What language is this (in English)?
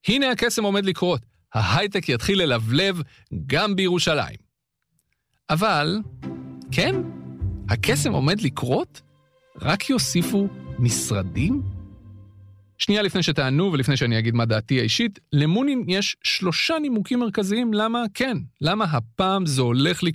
Hebrew